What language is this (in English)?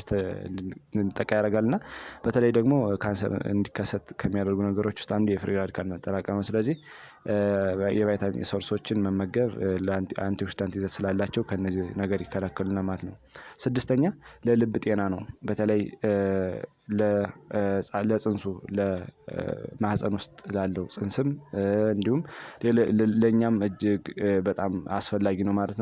Amharic